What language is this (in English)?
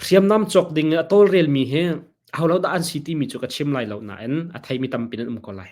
Hakha Chin